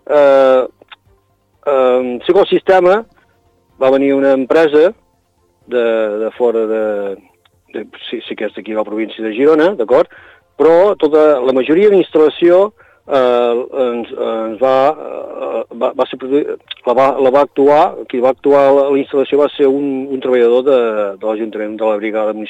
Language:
Catalan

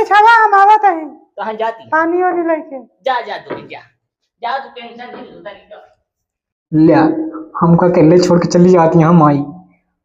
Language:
Awadhi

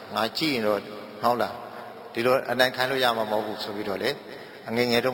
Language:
Burmese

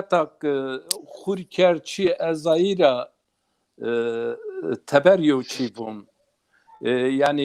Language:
Zaza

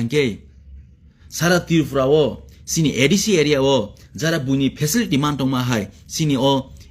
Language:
Kok Borok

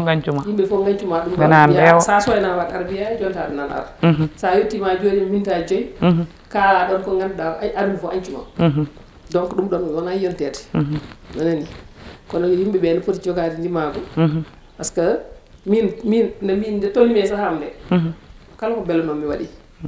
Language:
Fula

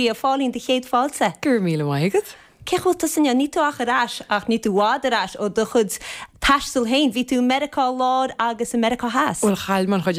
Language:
Irish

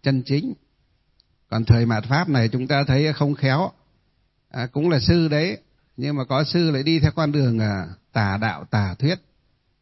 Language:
Vietnamese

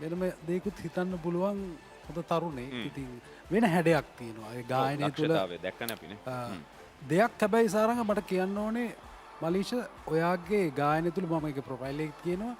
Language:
Sinhala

